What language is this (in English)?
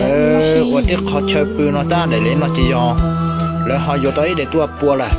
Hmong